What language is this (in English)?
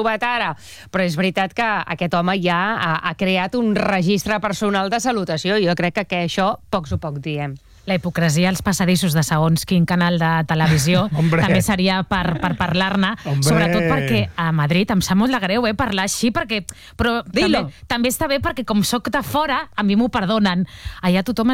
Catalan